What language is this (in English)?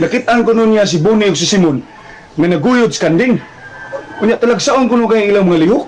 Cebuano